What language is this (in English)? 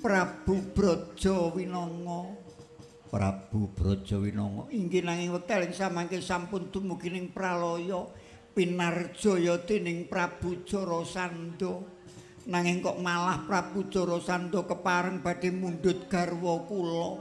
Javanese